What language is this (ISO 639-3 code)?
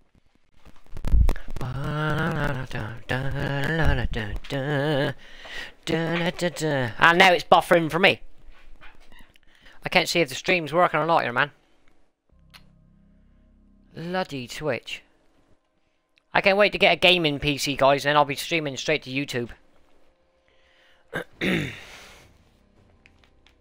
eng